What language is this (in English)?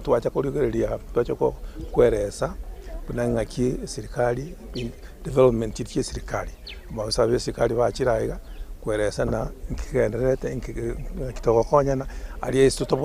Gusii